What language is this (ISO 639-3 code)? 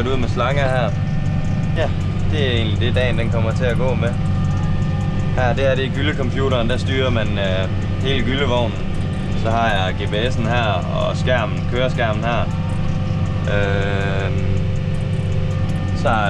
dan